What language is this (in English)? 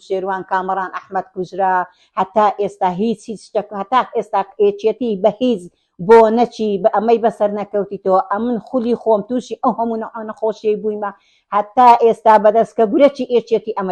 Central Kurdish